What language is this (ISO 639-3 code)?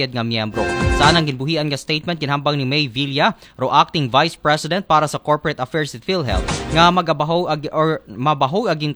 akl